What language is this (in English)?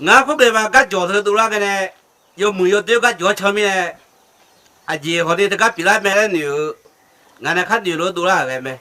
Akha